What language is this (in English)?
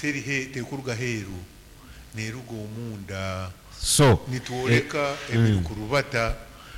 Nyankole